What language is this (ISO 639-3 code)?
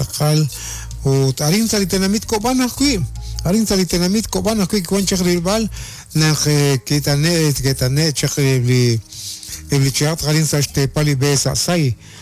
kek